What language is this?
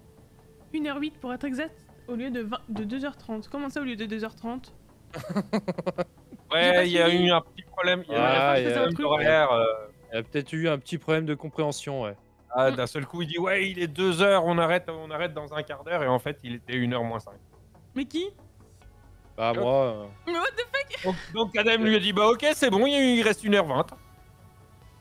French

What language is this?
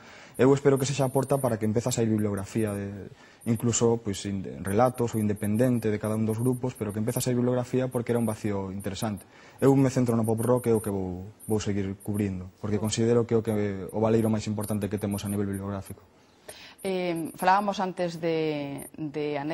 Galician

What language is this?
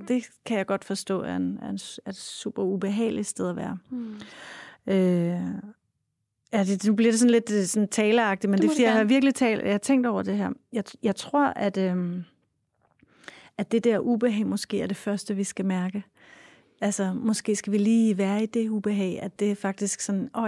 Danish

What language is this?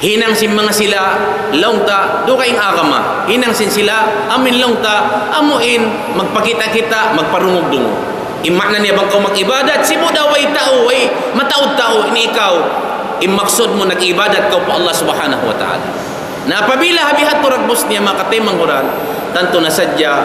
Tausug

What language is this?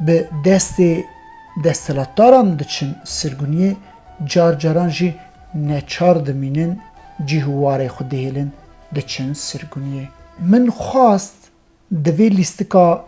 Kurdish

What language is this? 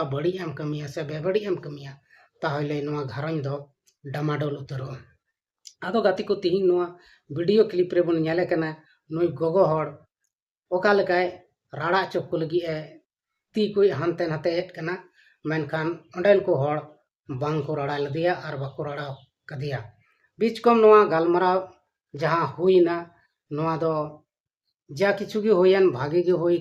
Santali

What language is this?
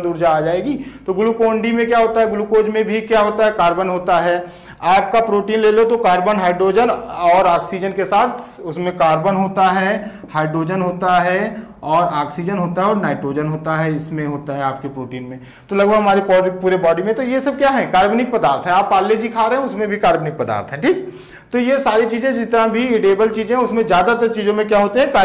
Hindi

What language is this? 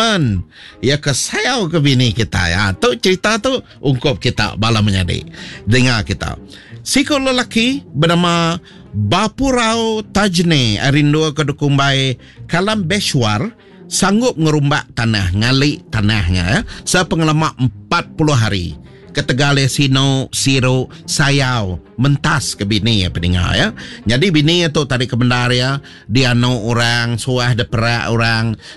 Iban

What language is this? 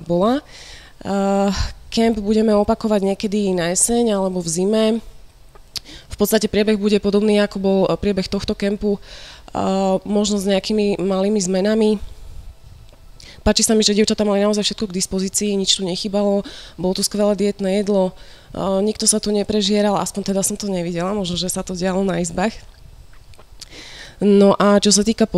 Slovak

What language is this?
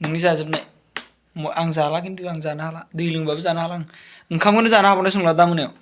Bodo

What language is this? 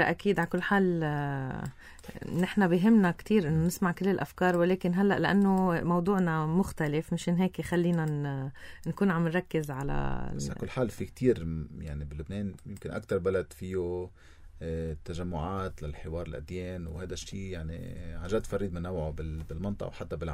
North Levantine Arabic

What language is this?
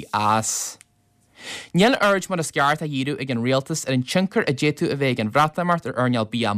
Irish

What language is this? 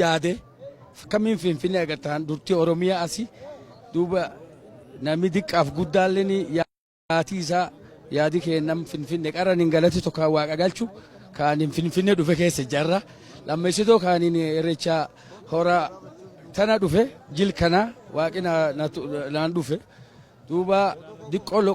Oromo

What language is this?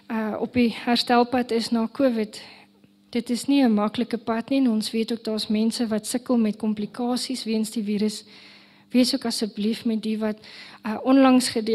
Afrikaans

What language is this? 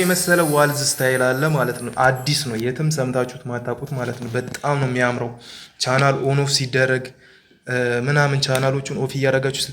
Amharic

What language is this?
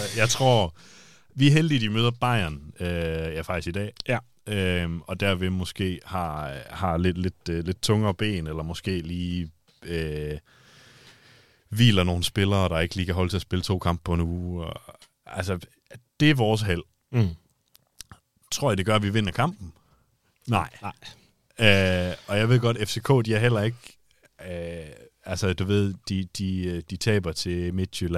Danish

